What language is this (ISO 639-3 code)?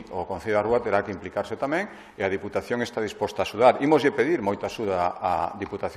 glg